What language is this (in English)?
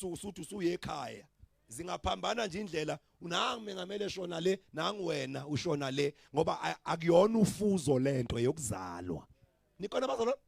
Zulu